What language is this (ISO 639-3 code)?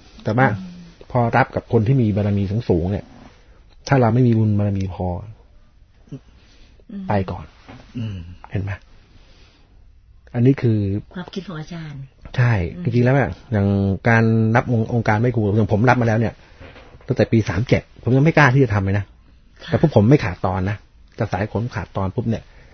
tha